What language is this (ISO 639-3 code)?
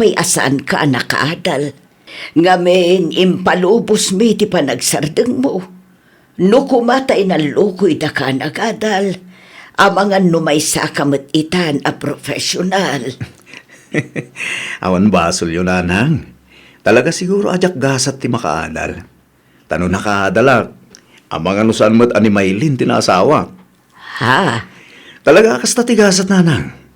ilo